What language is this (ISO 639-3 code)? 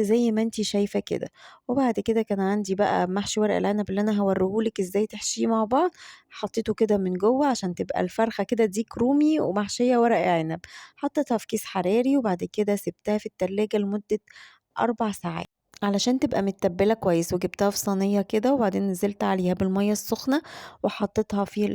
arz